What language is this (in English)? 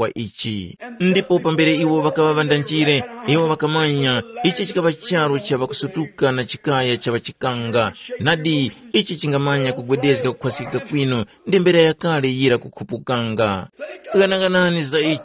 Tumbuka